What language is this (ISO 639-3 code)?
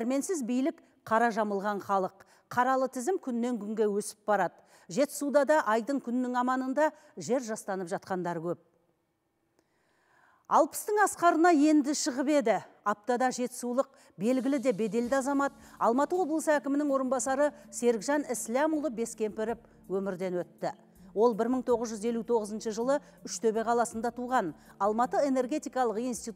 kaz